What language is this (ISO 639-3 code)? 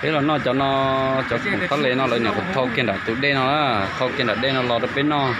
hmn